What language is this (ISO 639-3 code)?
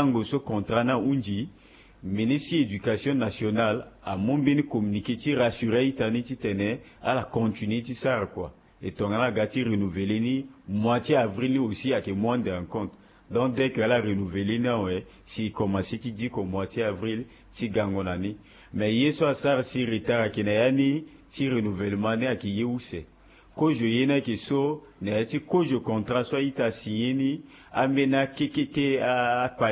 sag